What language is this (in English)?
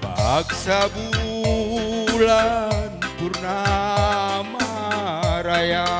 Batak Karo